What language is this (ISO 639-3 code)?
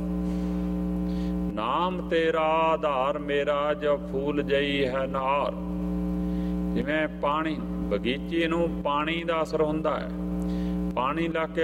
pan